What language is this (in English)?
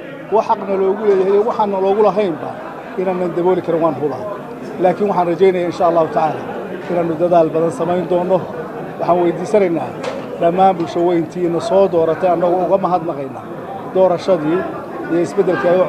Somali